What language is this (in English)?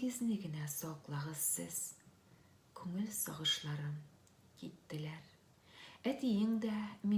Tatar